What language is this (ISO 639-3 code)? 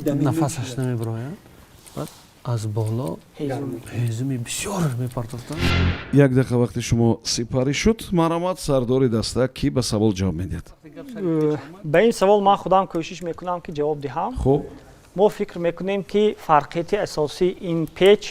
tgk